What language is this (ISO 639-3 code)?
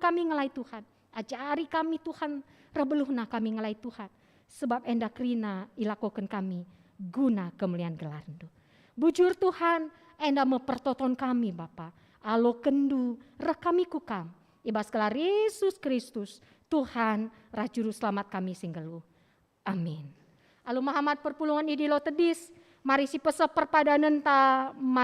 btx